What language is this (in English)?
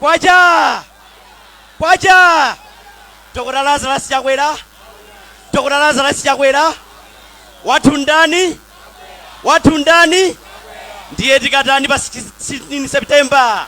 Nyanja